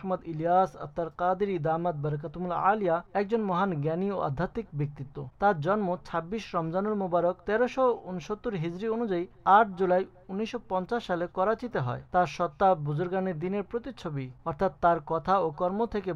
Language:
Bangla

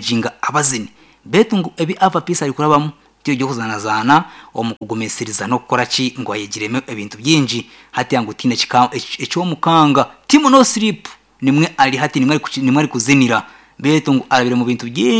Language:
Nyankole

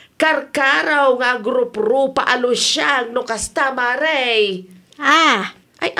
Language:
Iloko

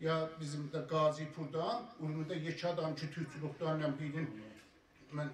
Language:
South Azerbaijani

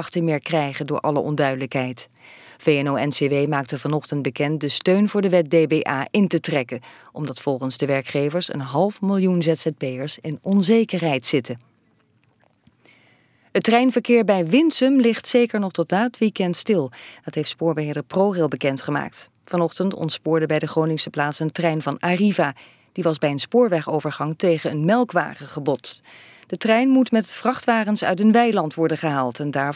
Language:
Dutch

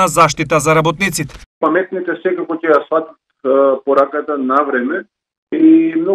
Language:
Macedonian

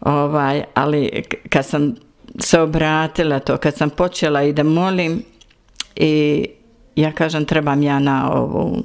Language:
Bosnian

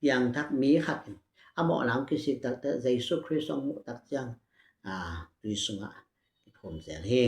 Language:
Tedim Chin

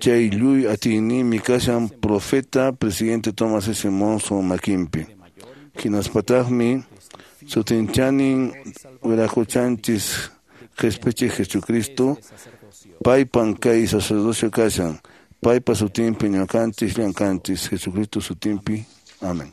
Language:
Quechua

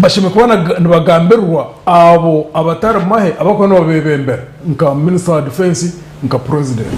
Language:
Nyankole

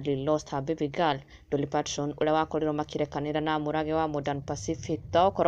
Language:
Kikuyu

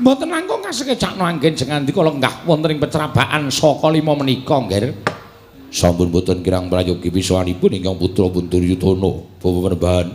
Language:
Javanese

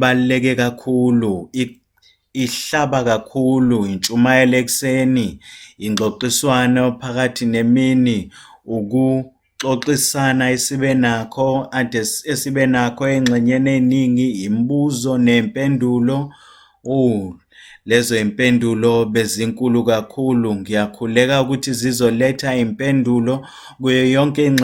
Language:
Zulu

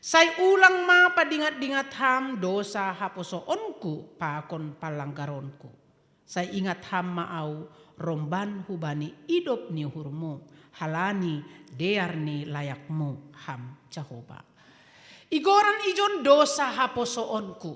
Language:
Batak Simalungun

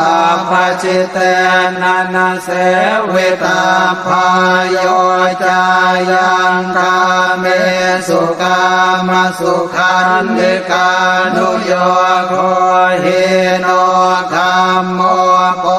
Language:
Pali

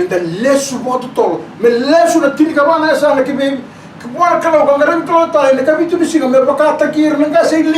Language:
Fijian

